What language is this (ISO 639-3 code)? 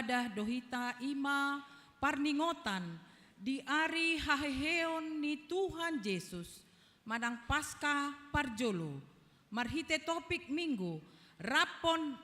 bbc